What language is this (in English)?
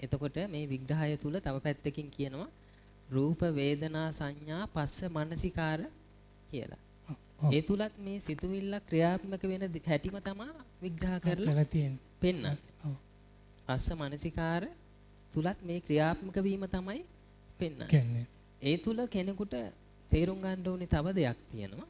Sinhala